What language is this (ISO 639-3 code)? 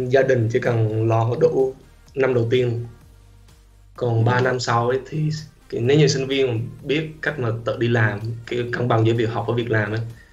vie